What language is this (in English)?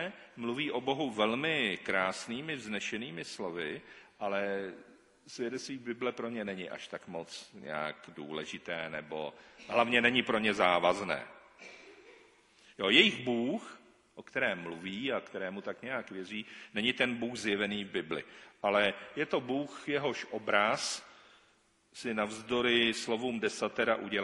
Czech